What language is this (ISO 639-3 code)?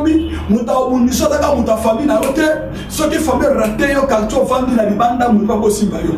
lin